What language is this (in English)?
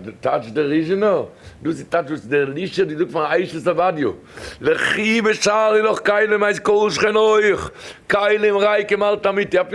Yiddish